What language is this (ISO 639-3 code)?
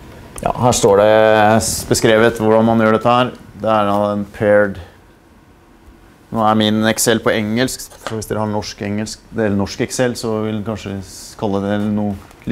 nor